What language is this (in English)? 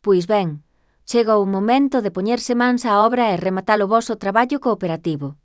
Galician